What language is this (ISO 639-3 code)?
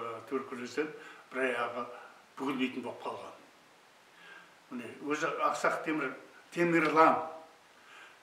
kaz